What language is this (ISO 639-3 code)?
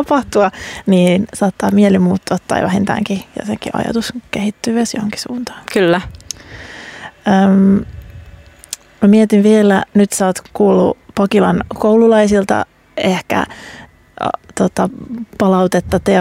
fin